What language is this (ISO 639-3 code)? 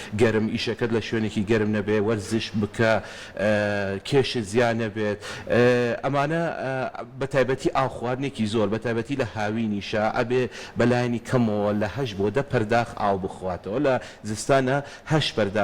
ckb